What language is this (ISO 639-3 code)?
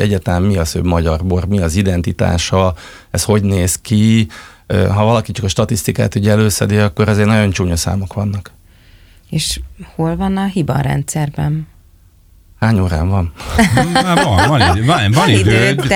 hun